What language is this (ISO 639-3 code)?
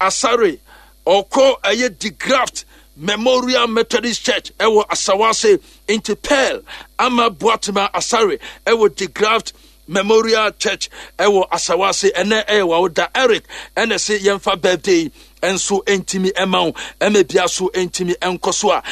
aka